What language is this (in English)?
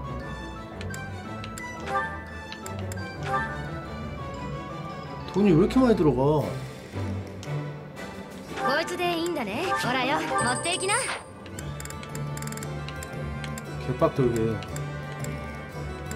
Korean